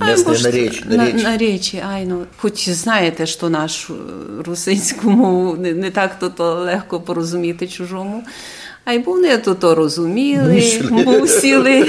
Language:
Rusyn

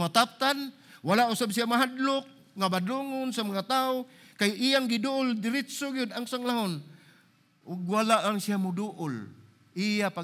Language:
Cebuano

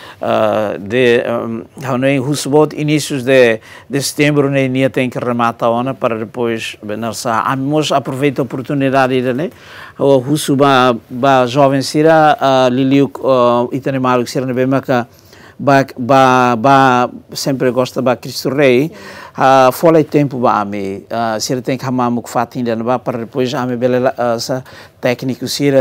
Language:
Tetum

